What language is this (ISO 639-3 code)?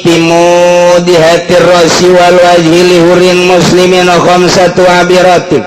sun